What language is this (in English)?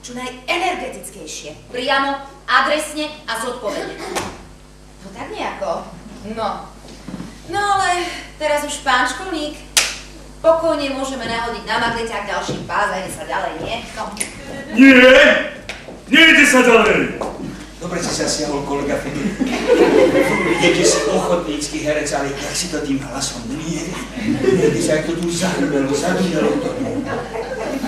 Slovak